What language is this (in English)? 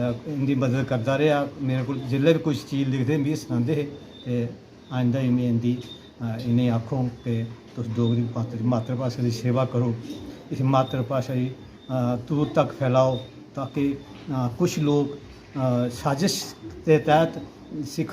Dogri